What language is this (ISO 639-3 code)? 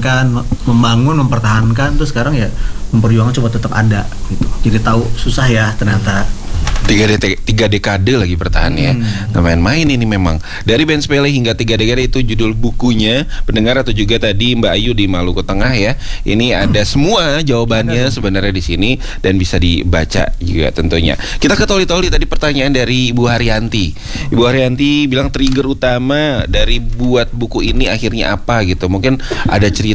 ind